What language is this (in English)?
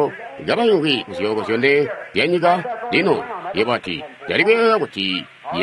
Tonga (Zambia)